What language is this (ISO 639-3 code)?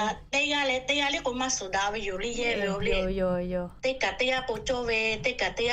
lhu